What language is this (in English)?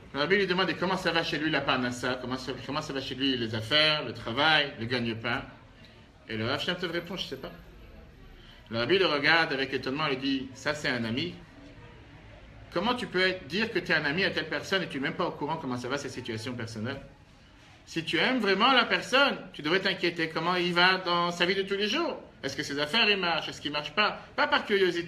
French